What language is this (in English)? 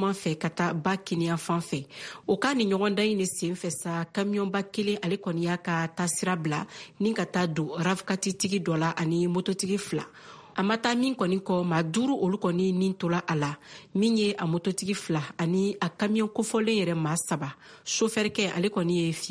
Bambara